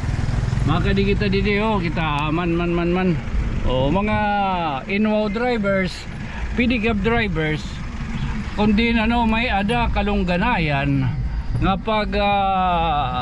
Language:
Waray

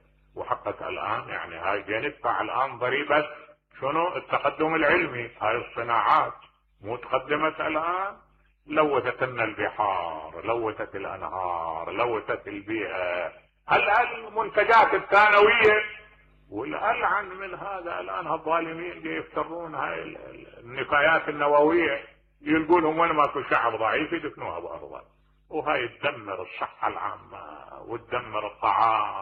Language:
Mesopotamian Arabic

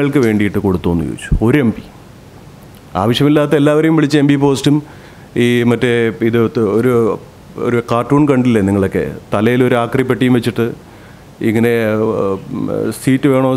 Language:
Malayalam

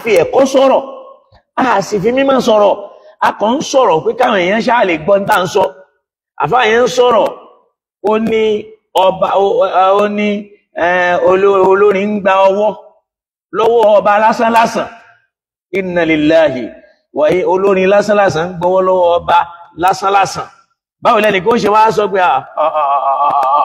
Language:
Yoruba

